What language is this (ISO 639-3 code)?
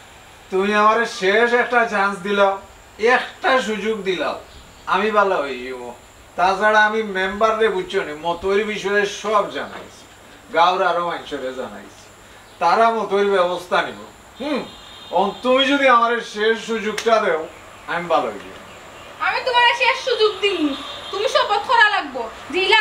syl